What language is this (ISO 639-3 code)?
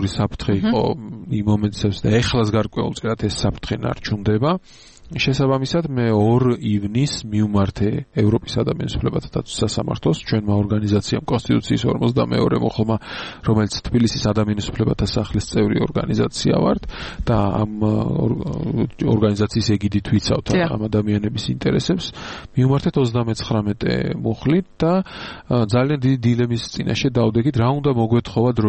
kat